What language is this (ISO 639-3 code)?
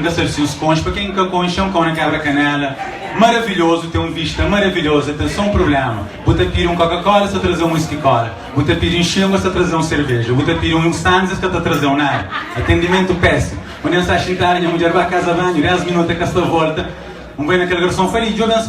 kea